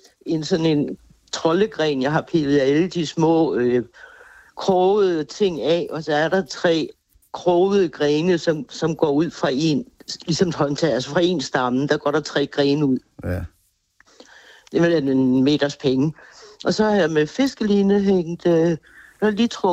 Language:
Danish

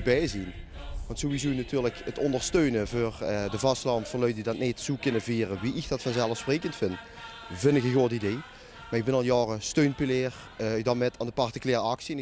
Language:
Limburgish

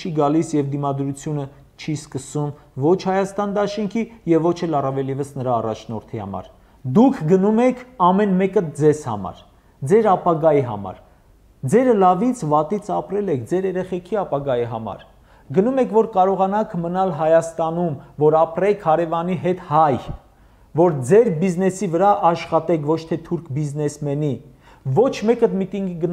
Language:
Armenian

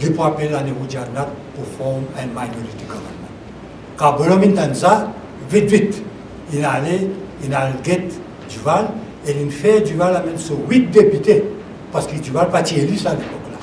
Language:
Morisyen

